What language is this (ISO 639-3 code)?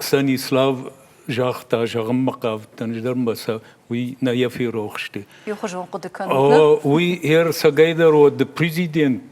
oss